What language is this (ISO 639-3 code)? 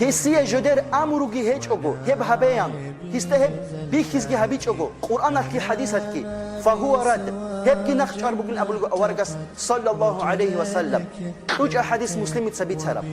ava